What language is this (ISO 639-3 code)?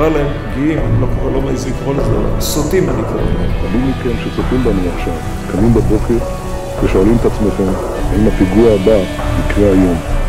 heb